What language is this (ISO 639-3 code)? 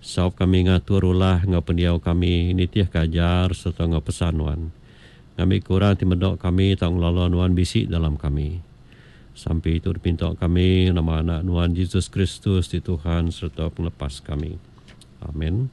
iba